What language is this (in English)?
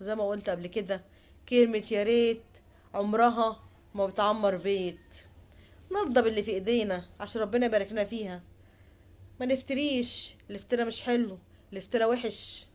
Egyptian Arabic